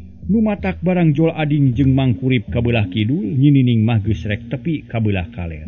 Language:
Sundanese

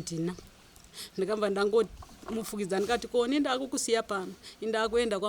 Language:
Shona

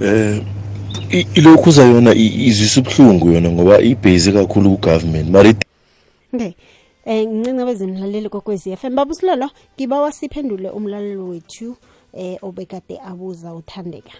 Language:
South Ndebele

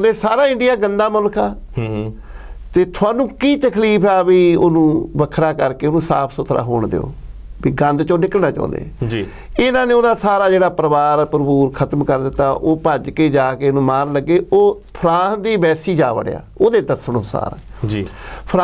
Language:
Punjabi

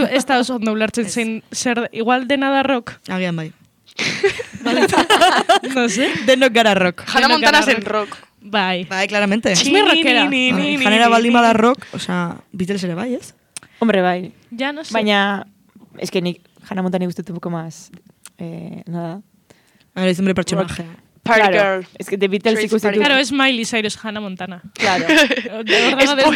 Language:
Basque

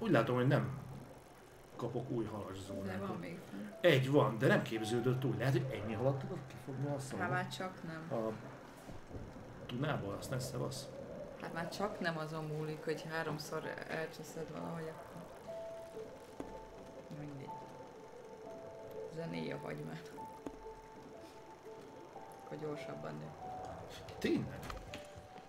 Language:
Hungarian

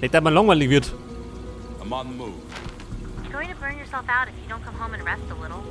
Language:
Bavarian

